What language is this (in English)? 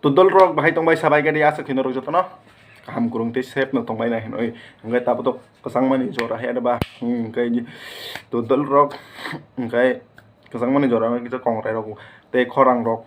Kok Borok